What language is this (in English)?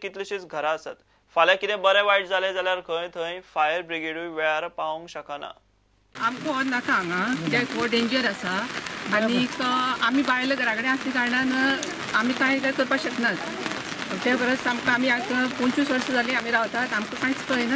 Konkani